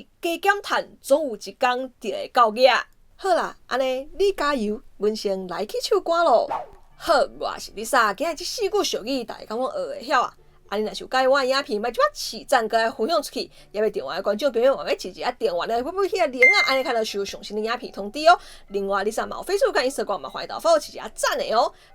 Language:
Min Nan Chinese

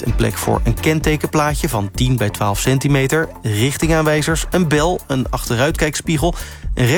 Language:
Dutch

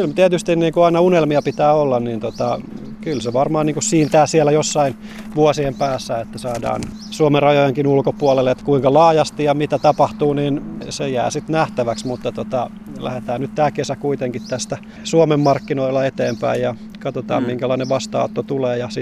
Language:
Finnish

